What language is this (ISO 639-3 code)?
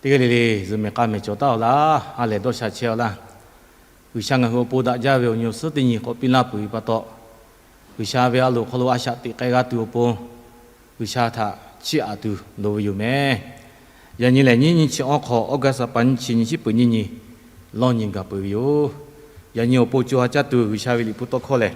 lhu